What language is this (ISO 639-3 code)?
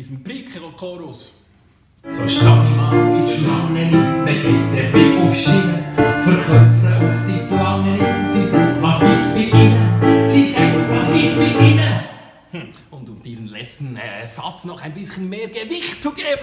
gsw